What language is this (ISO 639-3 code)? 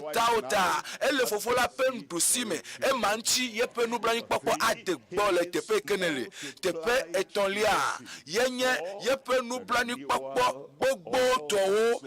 ewe